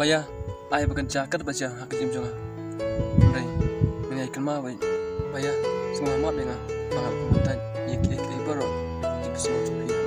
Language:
Khasi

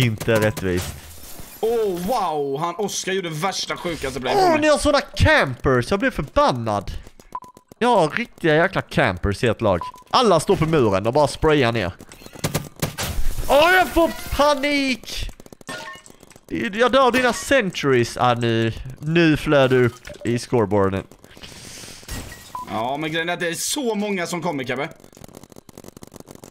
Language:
Swedish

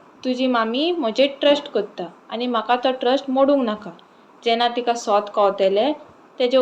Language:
Konkani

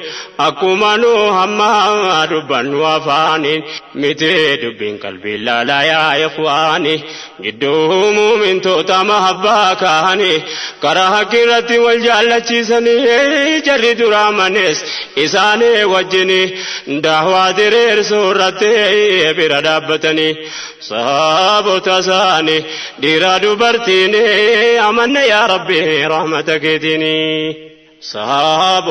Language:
Oromo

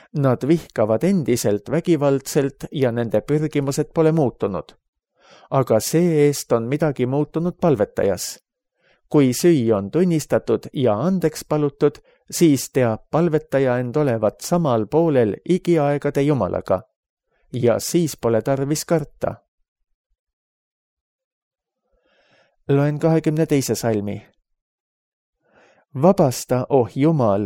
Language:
Estonian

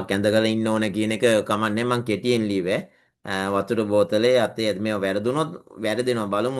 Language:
Sinhala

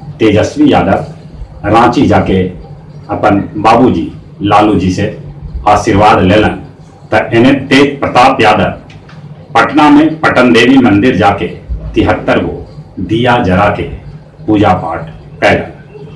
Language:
Magahi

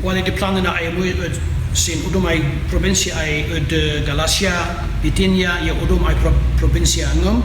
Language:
Kankanaey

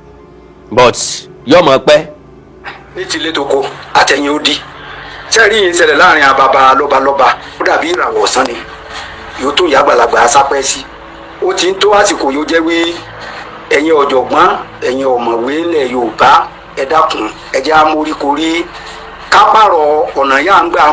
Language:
Yoruba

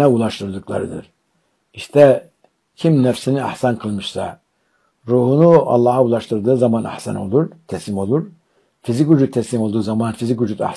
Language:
Turkish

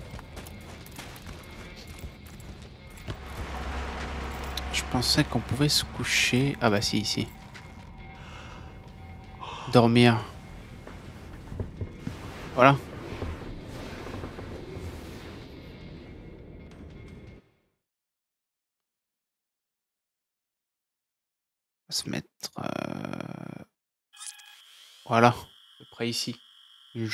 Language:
French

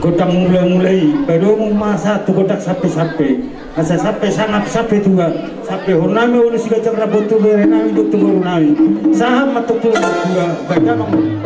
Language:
Batak Toba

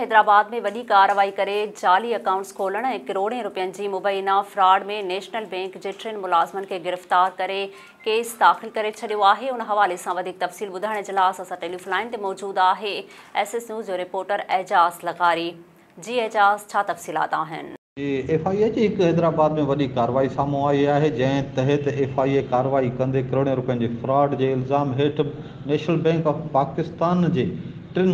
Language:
Sindhi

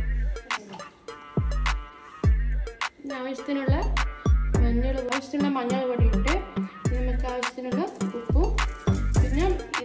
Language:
Malayalam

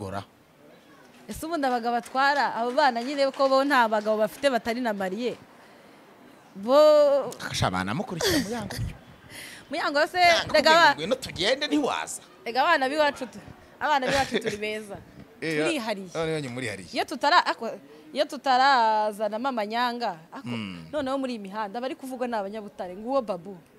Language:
Kinyarwanda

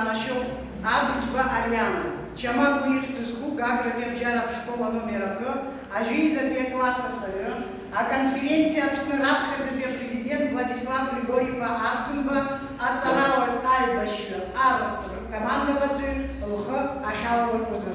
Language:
Abkhazian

